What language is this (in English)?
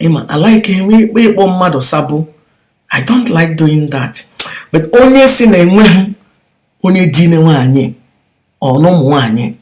Igbo